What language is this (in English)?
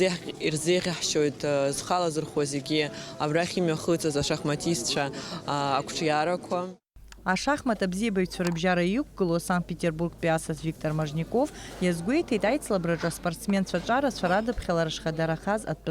Abkhazian